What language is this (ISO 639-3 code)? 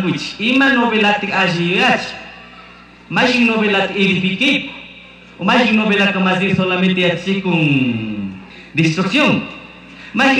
qug